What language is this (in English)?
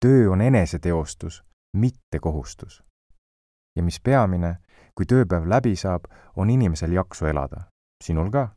Estonian